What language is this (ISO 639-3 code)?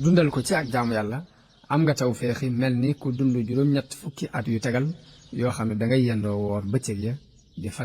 wol